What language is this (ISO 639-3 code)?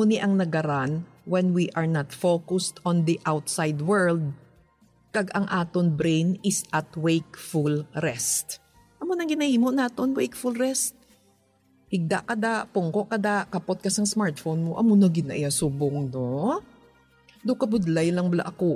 hil